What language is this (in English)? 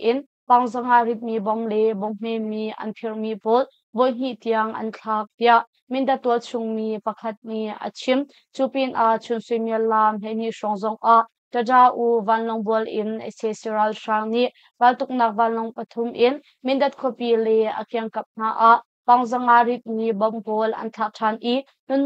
Hakha Chin